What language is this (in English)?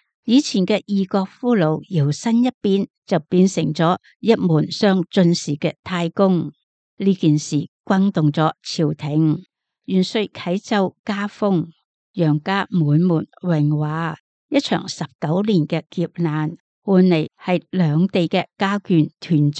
Cantonese